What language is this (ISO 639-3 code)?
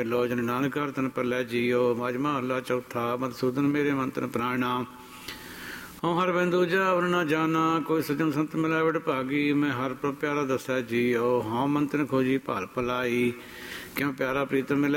pan